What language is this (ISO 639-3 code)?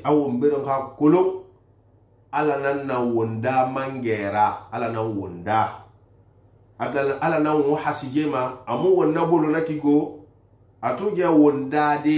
sus